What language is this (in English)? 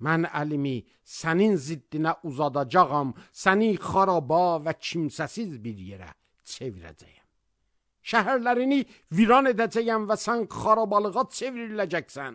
Azerbaijani